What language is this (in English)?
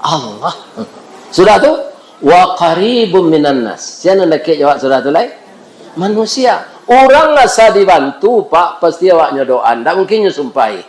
Minangkabau